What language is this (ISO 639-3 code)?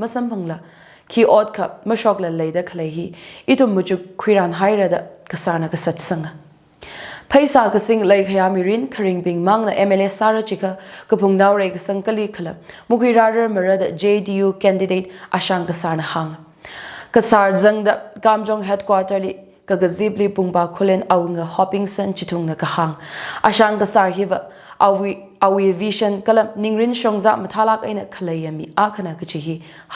nmf